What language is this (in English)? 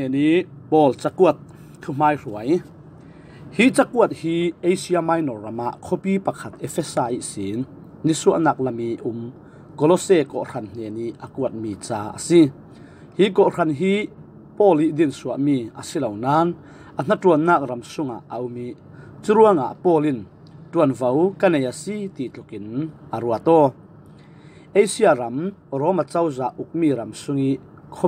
Falam Chin